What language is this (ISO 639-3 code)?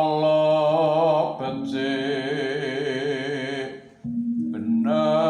jav